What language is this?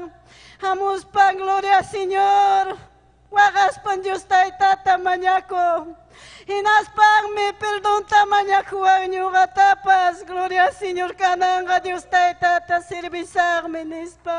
Ayacucho Quechua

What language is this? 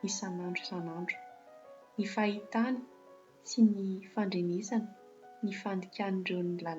Malagasy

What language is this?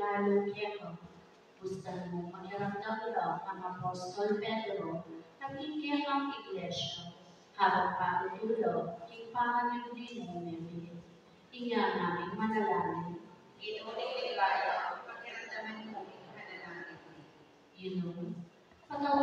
Pampanga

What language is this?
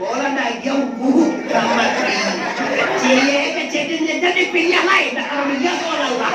Minangkabau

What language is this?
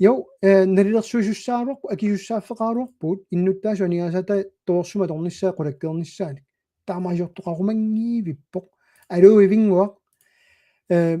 Kalaallisut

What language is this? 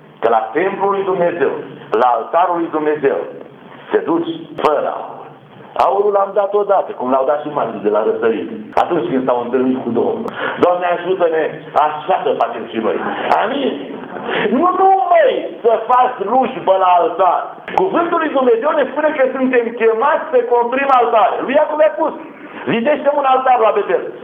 Romanian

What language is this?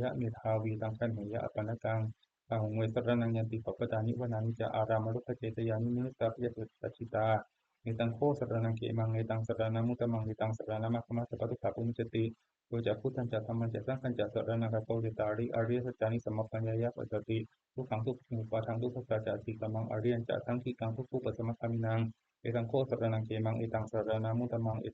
Pali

